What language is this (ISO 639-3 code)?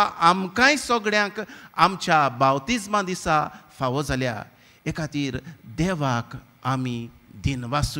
kok